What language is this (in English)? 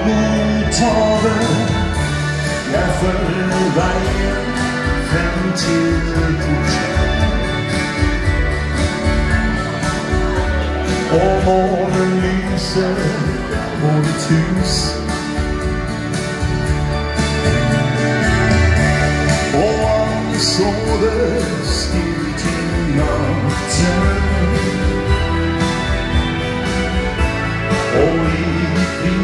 Norwegian